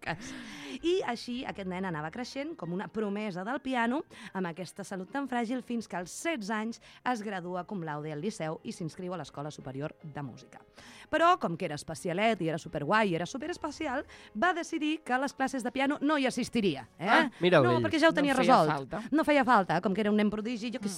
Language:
Catalan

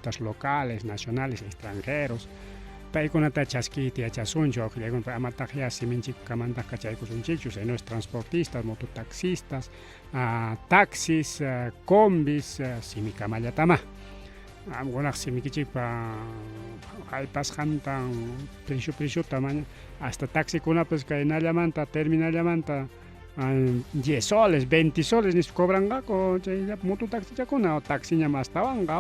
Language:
Ayacucho Quechua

